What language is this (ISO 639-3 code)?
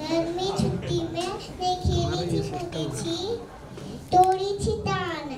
mai